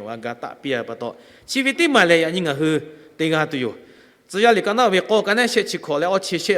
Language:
Lahu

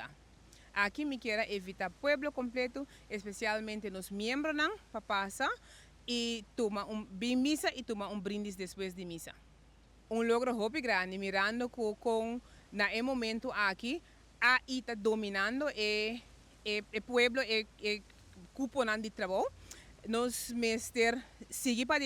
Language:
Papiamento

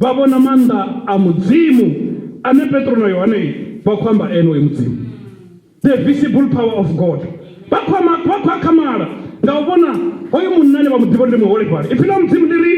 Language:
Venda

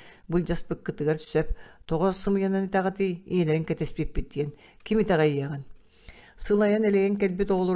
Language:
Yakut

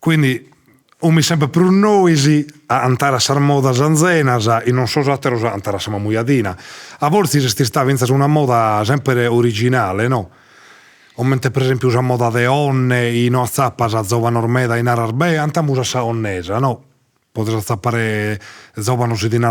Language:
Sardinian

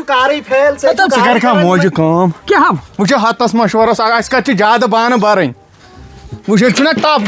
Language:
Kashmiri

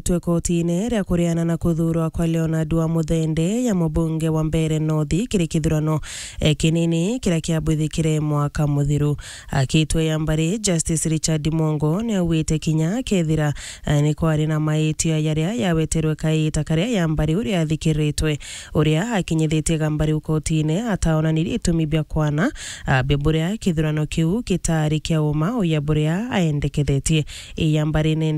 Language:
Meru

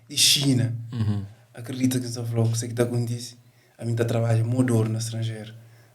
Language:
Kabuverdianu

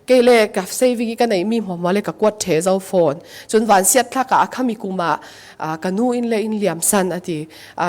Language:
Falam Chin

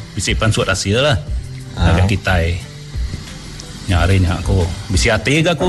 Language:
Iban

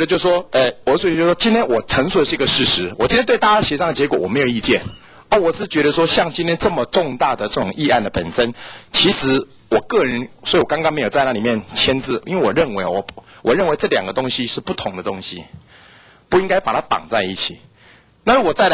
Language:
Chinese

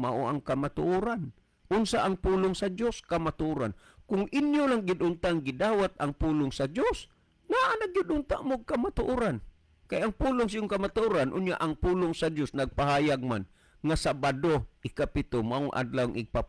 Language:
Cebuano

